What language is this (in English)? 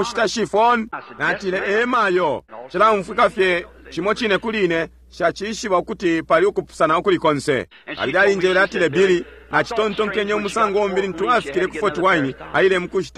Bemba